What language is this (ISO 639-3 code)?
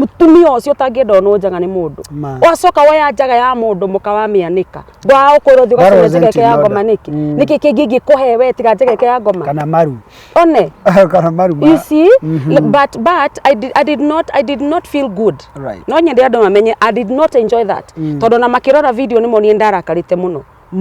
kik